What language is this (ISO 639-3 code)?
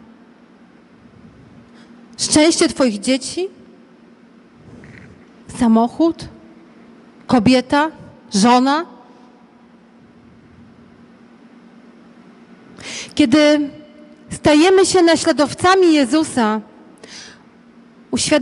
pol